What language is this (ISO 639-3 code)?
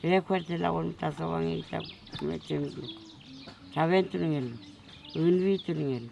arn